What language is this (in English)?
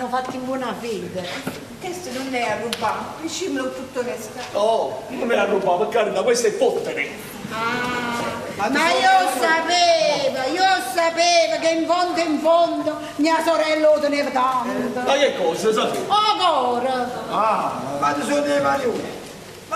Neapolitan